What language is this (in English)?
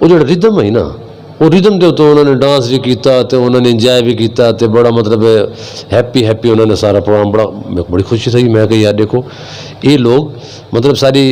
Western Panjabi